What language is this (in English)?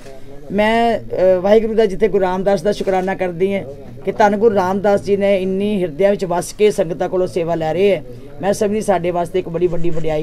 Punjabi